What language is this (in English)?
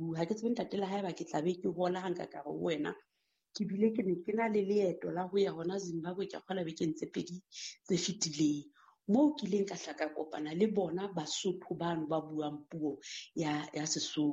Southern Sotho